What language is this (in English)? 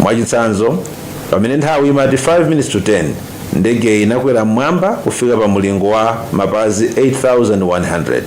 Nyanja